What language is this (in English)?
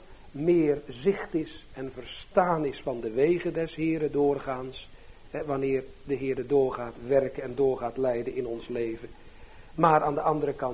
Dutch